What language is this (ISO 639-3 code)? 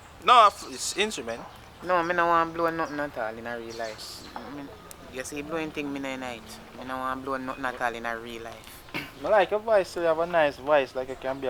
jam